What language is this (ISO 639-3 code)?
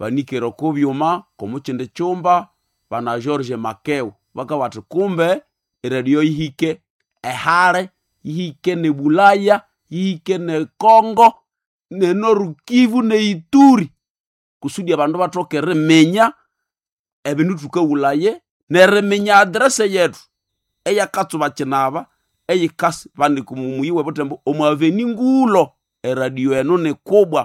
nnb